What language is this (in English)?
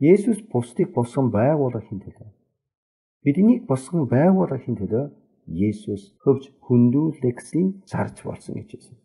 Mongolian